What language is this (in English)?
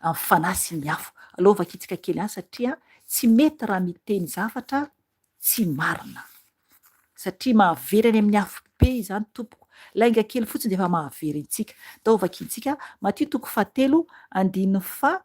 Malagasy